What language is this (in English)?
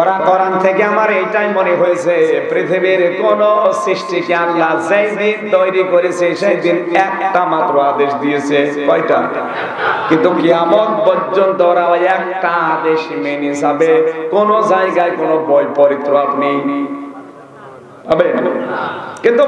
Bangla